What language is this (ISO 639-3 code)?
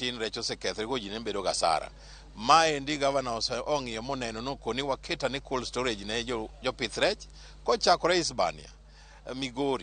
luo